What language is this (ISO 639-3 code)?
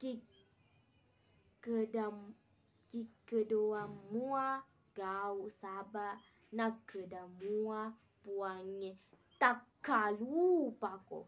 bug